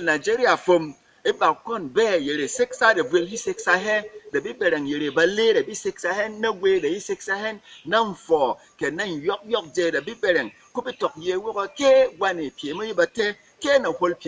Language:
Berom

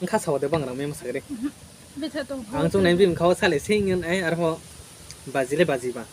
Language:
Riang (India)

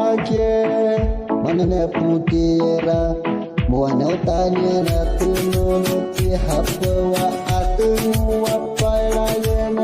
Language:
Huichol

